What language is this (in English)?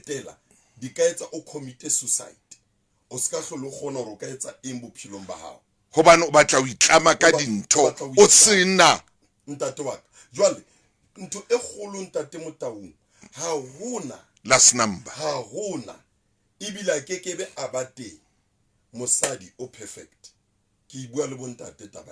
Southern Sotho